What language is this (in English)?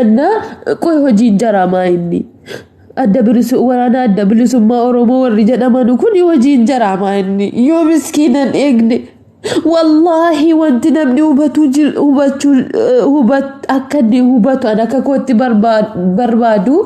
Oromo